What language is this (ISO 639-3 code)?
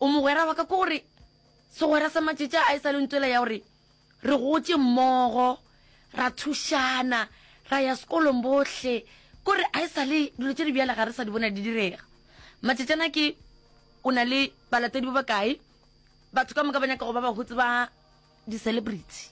nso